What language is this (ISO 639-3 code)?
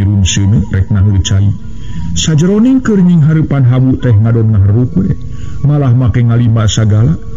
sun